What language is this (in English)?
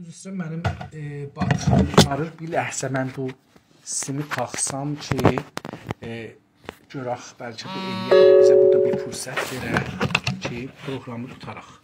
South Azerbaijani